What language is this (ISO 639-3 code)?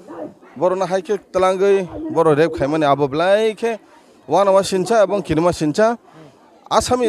ria